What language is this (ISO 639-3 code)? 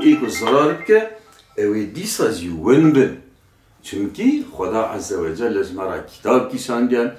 kur